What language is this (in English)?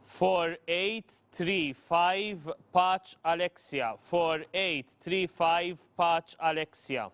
English